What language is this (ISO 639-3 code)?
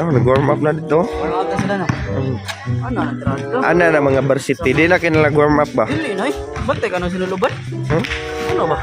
ceb